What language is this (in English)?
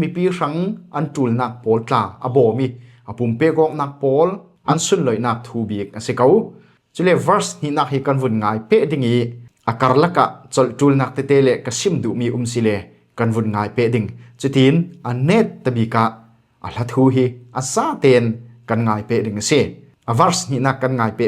Falam Chin